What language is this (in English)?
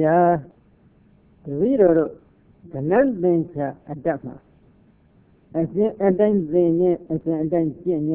Burmese